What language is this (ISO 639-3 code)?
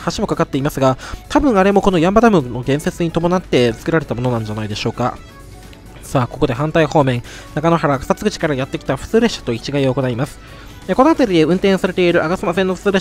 jpn